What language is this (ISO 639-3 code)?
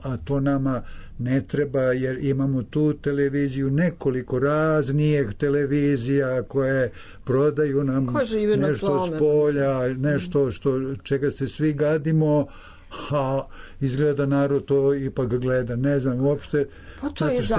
srp